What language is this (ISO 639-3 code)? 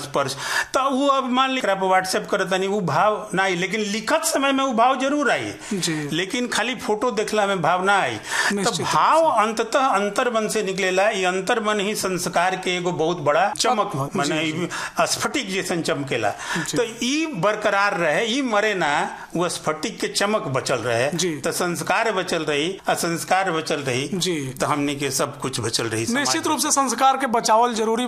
bho